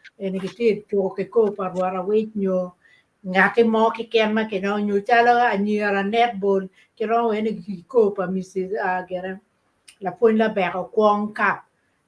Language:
Acoli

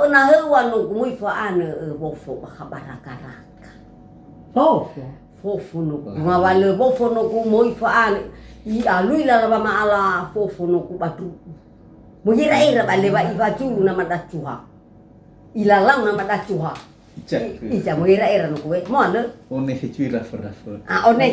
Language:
Nias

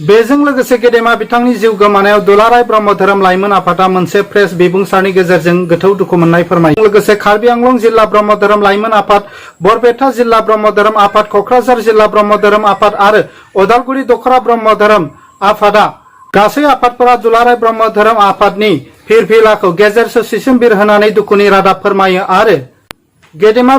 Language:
Bodo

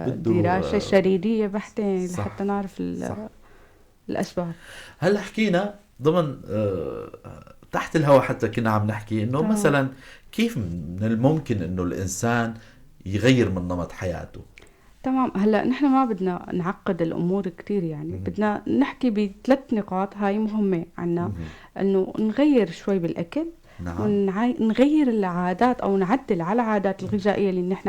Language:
North Levantine Arabic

